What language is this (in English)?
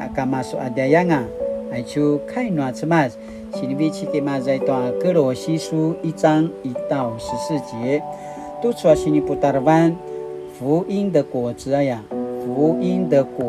Paiwan